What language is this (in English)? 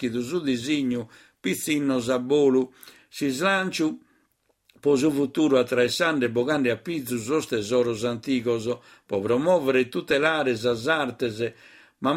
Sardinian